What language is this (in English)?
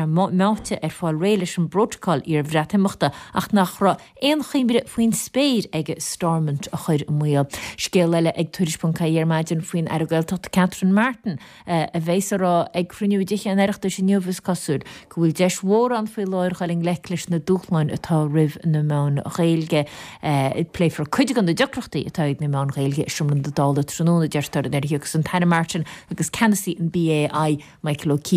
Irish